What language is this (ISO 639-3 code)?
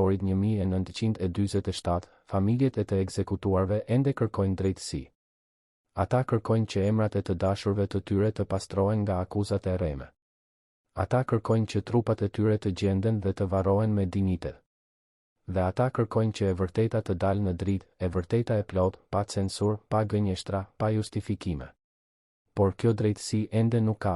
sqi